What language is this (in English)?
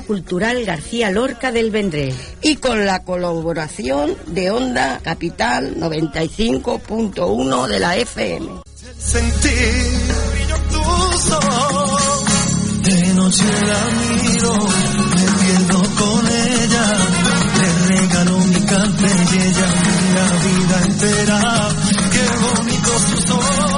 Spanish